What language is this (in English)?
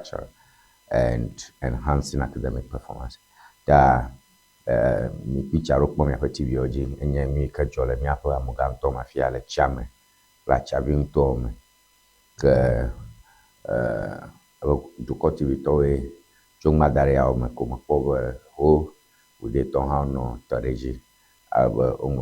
Ewe